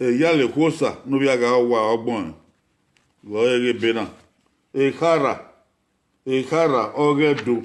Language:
Bini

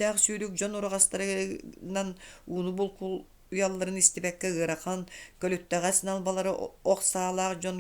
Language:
Yakut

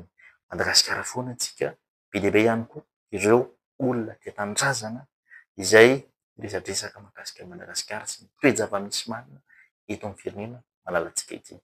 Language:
Malagasy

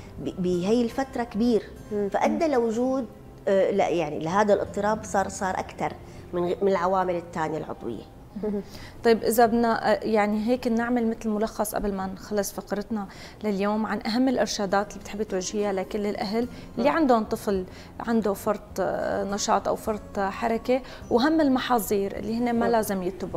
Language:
North Levantine Arabic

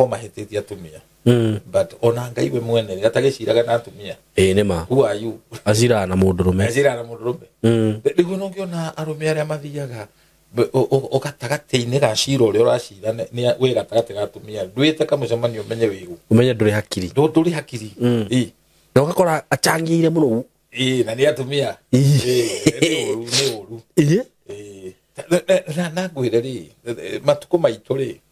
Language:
Kikuyu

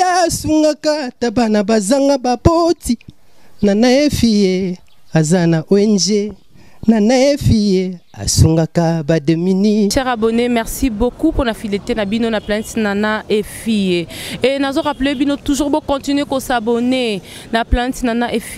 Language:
Lingala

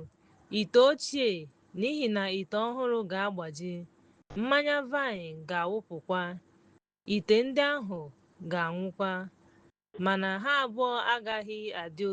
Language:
Igbo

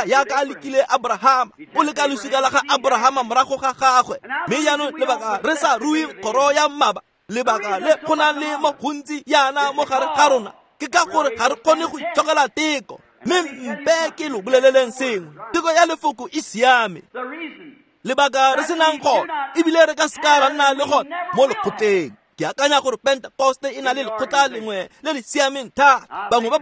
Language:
Tswana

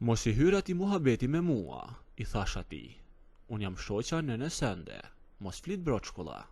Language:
Albanian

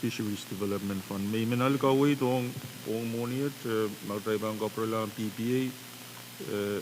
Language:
Pohnpeian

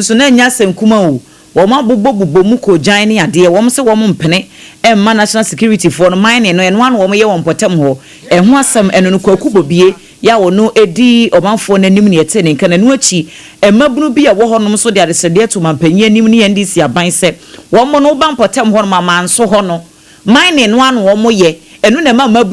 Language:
Akan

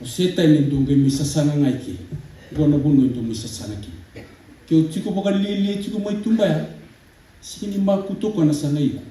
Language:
Fijian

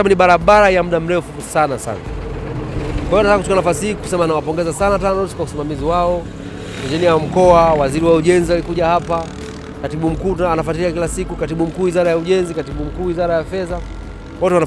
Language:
Swahili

